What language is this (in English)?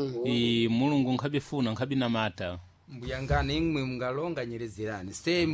Sena